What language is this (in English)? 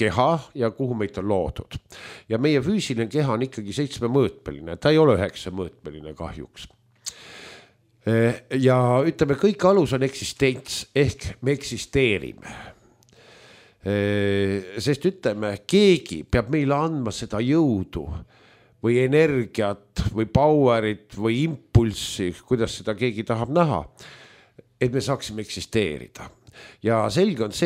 Estonian